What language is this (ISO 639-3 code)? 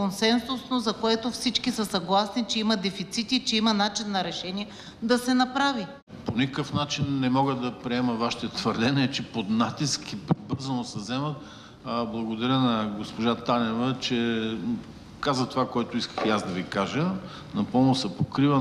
bul